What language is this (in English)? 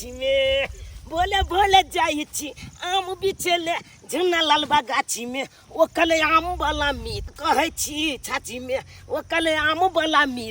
Maithili